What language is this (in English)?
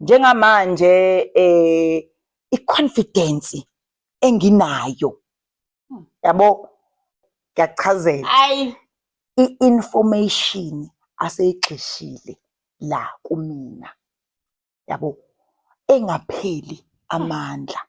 Zulu